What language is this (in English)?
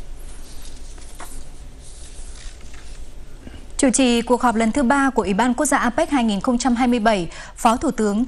Vietnamese